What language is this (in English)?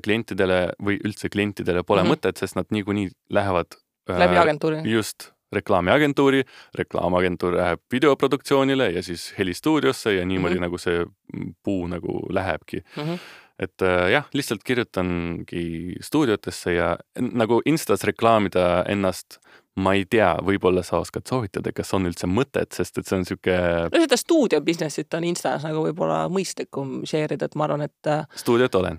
Estonian